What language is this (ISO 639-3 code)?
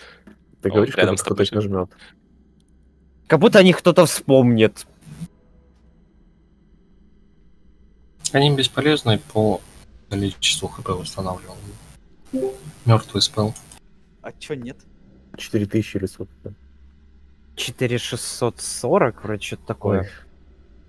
rus